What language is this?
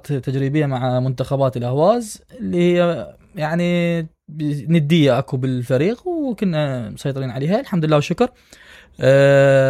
Mesopotamian Arabic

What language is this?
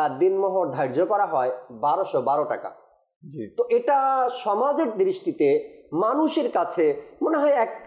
Bangla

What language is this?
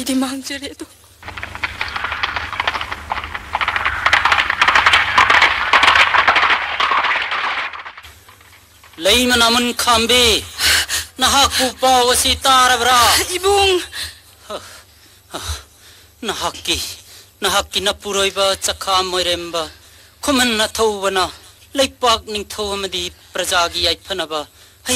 Manipuri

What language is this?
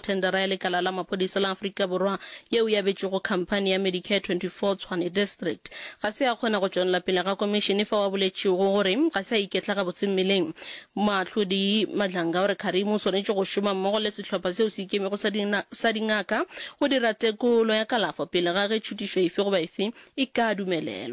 Northern Sotho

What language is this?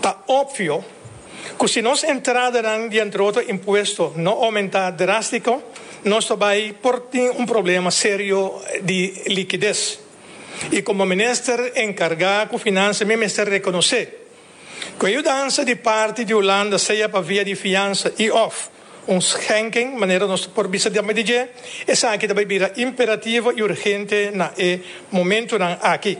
Papiamento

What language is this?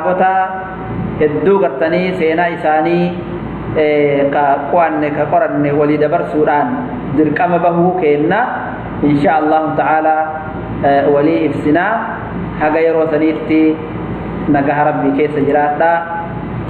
Oromo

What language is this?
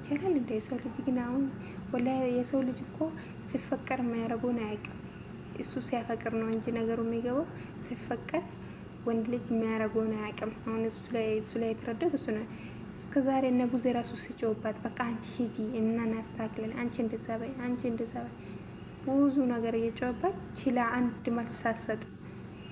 Amharic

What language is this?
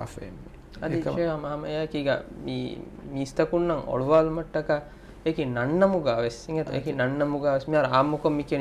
Divehi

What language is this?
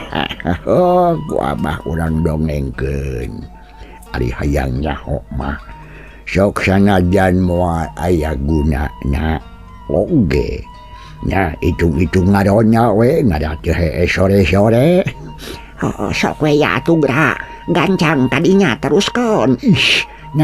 Sundanese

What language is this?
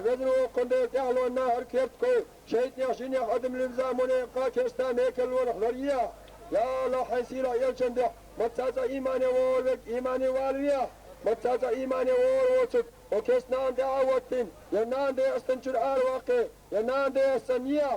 Chechen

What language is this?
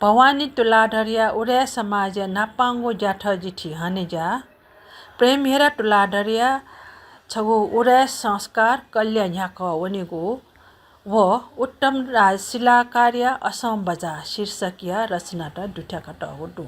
Newari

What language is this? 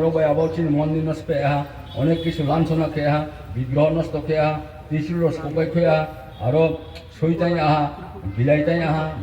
Riang (India)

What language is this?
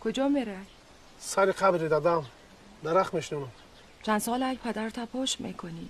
Tajik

